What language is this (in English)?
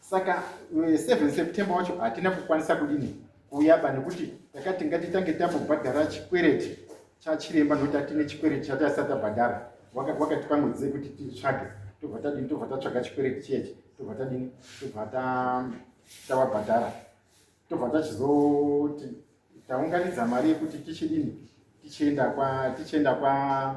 Shona